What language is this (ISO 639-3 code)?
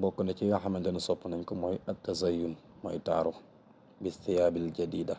wol